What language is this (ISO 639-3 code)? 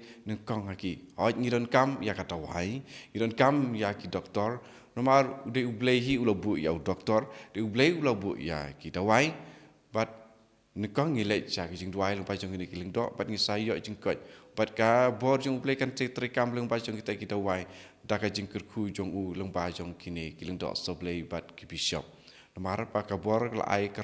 kha